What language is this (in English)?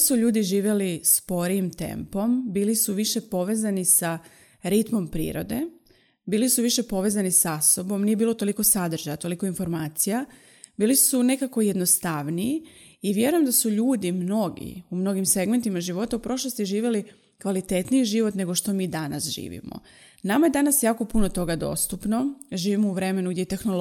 Croatian